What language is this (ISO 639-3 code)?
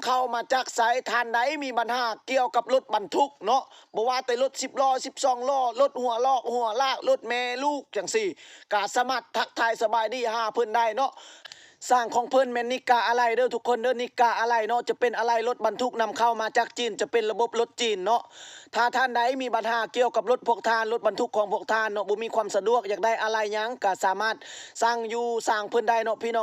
lao